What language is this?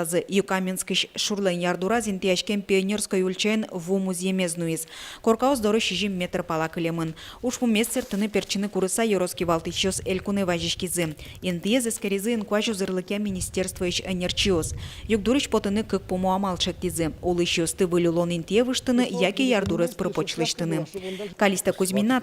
Udmurt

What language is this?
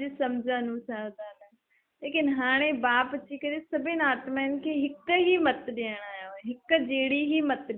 Sindhi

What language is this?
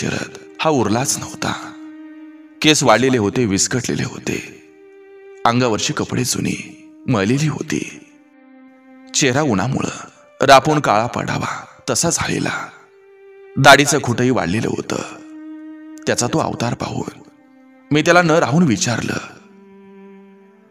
Marathi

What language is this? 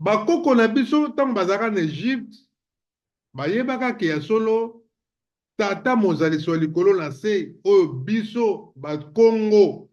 Lingala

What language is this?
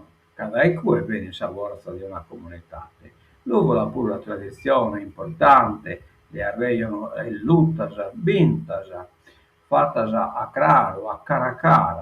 Sardinian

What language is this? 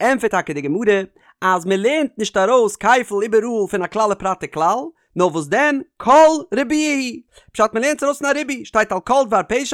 Yiddish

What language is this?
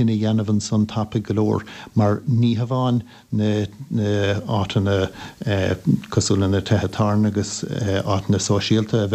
Irish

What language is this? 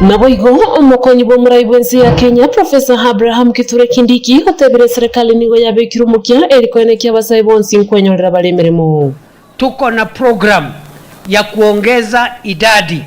Gusii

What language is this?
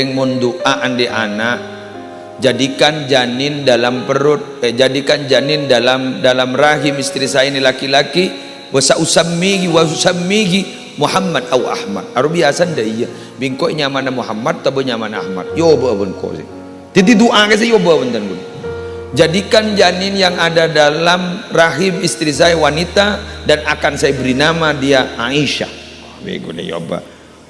Madurese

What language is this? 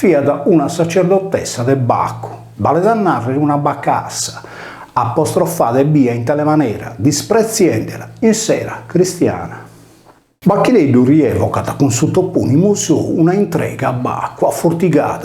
Sardinian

